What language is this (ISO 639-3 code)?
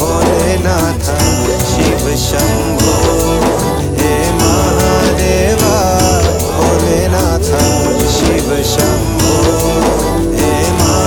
hin